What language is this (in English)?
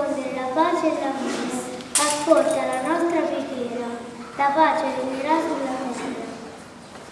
Italian